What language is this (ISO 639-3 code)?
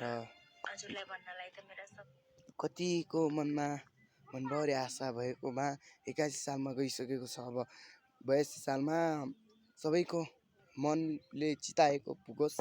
nep